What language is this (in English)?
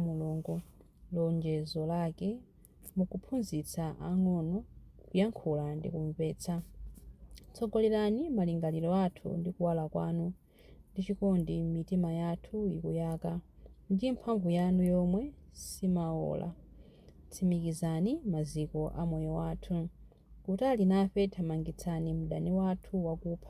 Nyanja